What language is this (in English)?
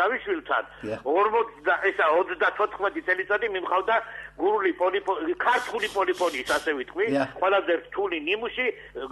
Georgian